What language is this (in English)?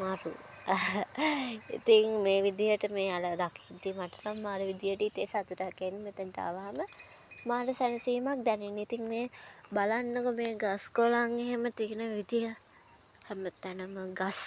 Sinhala